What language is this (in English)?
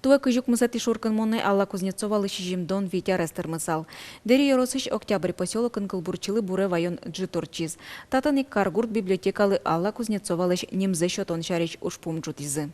Udmurt